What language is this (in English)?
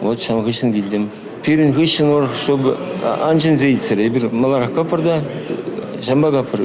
Chuvash